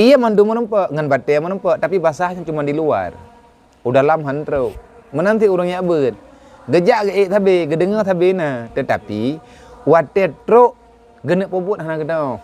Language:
Achinese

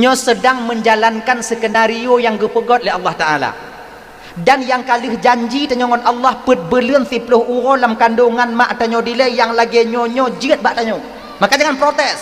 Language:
Achinese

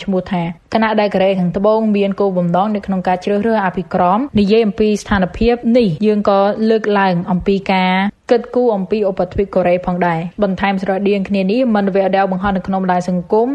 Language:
Khmer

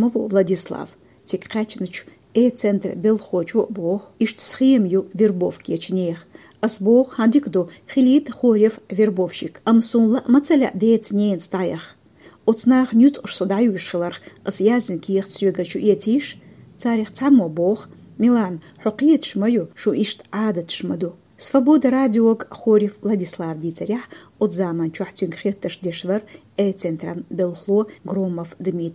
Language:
Chechen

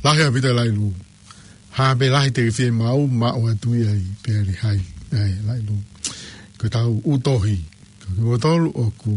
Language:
Tongan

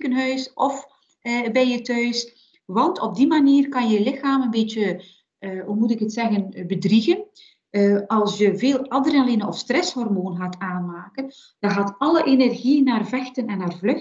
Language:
Dutch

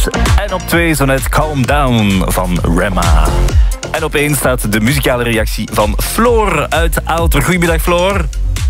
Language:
Dutch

